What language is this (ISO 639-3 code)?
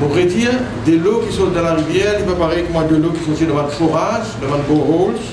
mfe